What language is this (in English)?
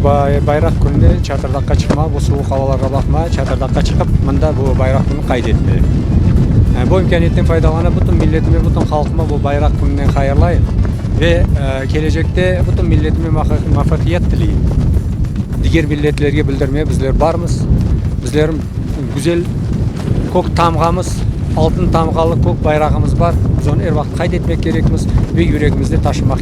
Crimean Tatar